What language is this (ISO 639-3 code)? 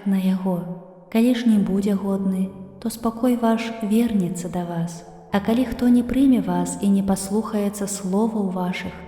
bel